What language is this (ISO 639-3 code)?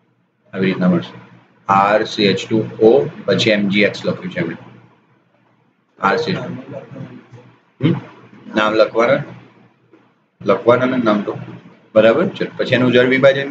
guj